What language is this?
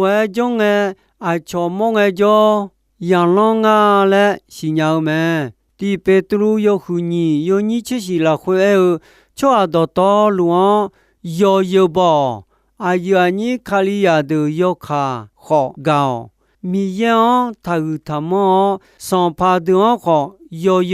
Akha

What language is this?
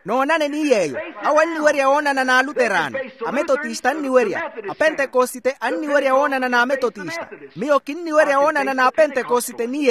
Makhuwa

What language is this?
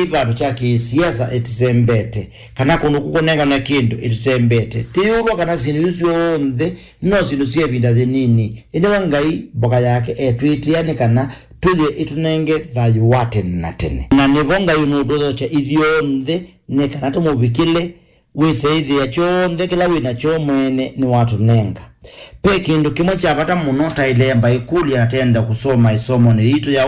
Kamba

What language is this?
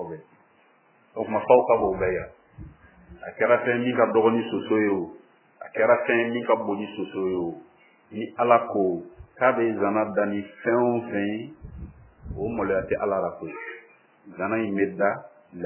Bambara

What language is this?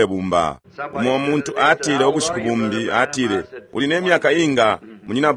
Bemba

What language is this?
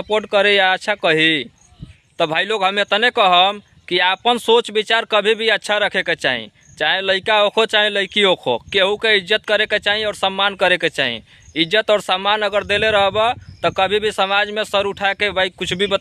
Bhojpuri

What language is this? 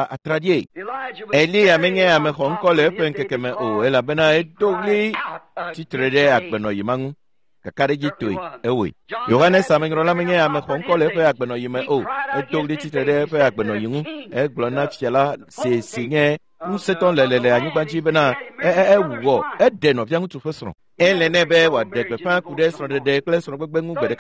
Ewe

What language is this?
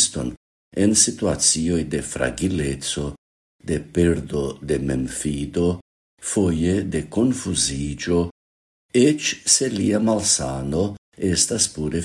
Esperanto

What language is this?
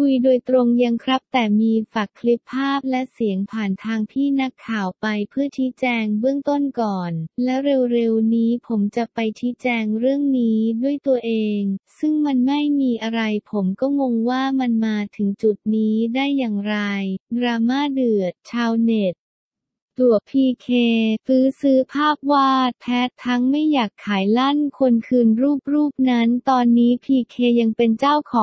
Thai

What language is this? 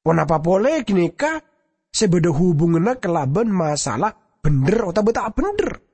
Madurese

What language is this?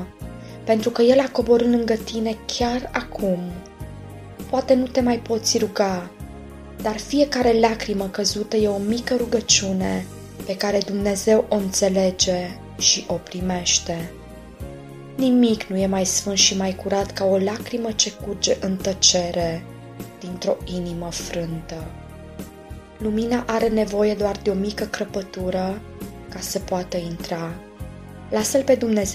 Romanian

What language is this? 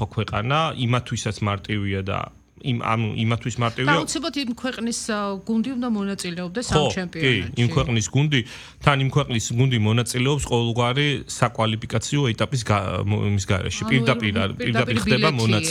Georgian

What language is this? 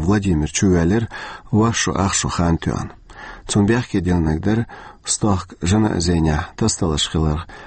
Chechen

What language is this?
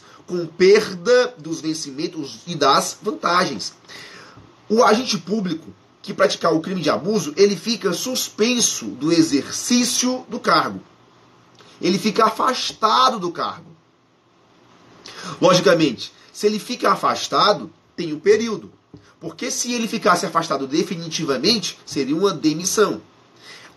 Portuguese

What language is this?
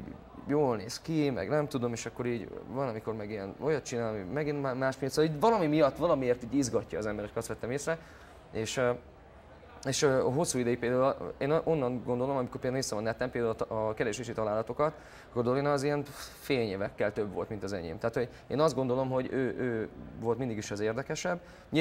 Hungarian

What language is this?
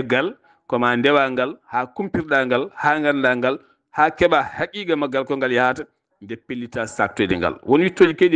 Fula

